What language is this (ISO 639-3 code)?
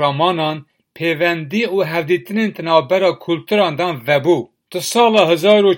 kur